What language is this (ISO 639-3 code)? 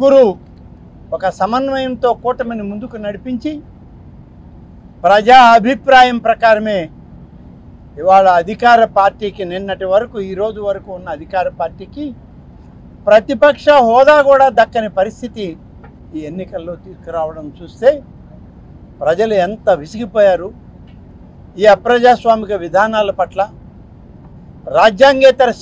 tel